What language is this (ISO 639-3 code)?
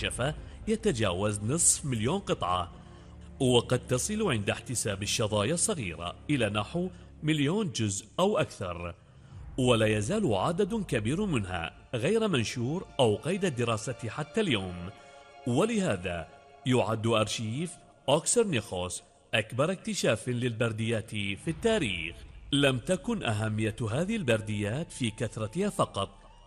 ara